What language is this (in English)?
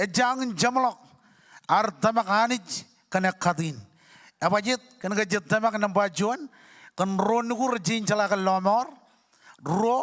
Marshallese